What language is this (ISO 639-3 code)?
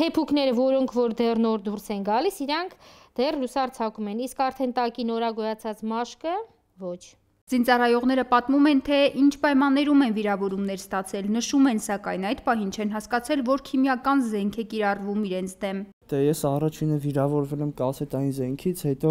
hye